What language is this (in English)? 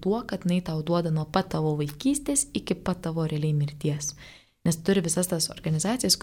Lithuanian